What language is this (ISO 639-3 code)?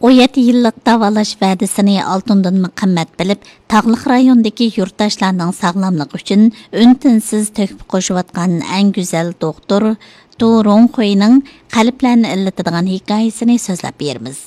uig